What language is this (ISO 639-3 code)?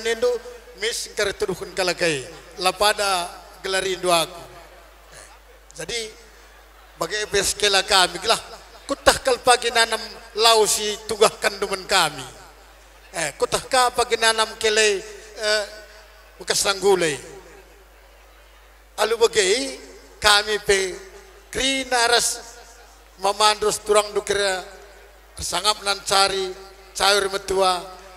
btx